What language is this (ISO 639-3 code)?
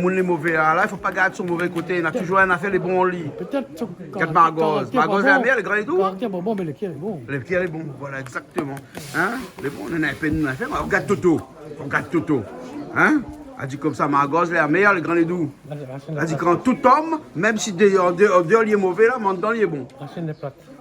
rcf